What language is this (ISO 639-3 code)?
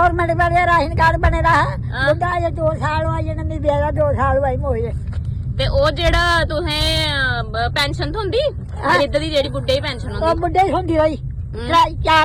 doi